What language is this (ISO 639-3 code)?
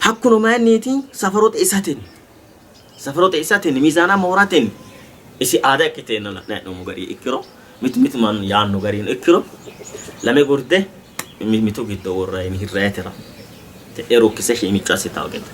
sid